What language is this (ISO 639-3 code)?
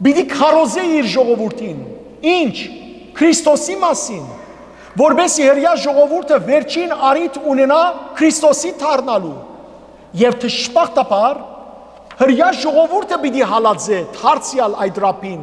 hyw